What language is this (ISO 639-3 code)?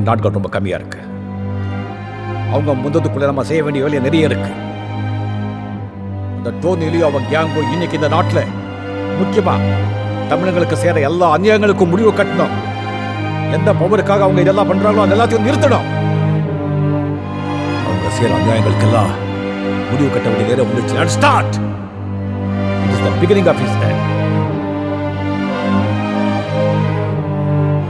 tam